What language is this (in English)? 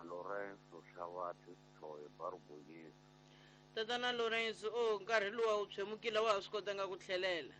Tsonga